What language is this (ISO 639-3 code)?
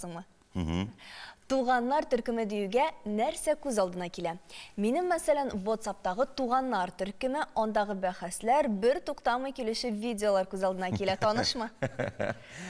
tat